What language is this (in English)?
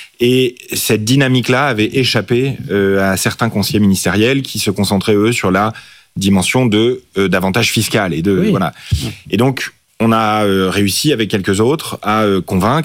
French